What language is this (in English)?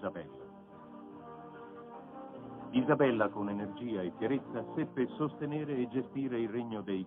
Italian